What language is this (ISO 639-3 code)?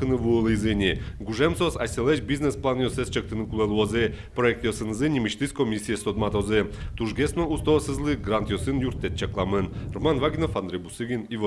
udm